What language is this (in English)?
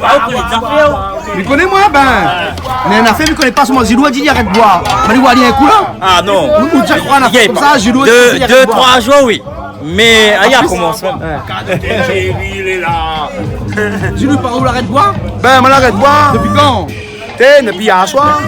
Réunion Creole French